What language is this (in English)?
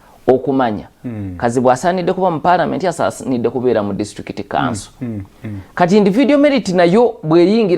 Ganda